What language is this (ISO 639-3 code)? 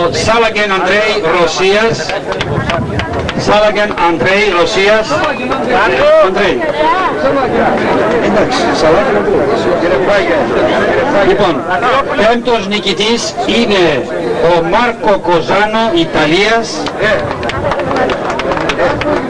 ell